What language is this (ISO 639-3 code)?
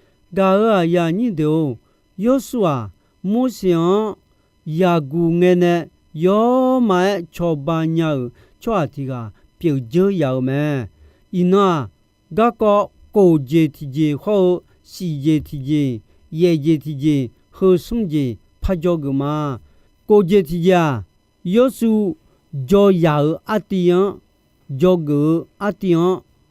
ahk